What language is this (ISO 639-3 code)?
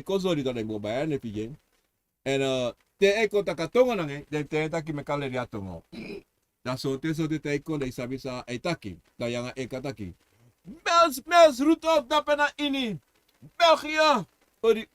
srn